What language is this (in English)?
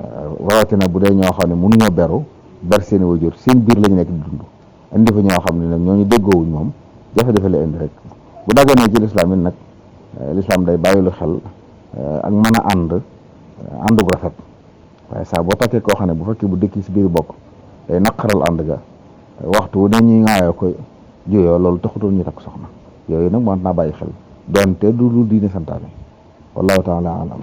Wolof